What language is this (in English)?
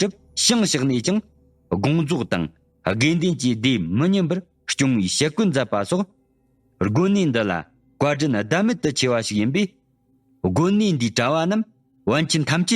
Tibetan